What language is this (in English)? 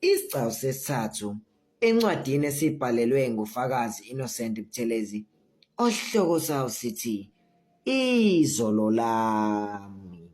Zulu